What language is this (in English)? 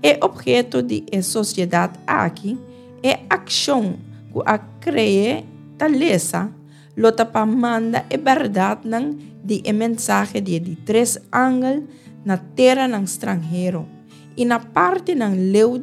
Papiamento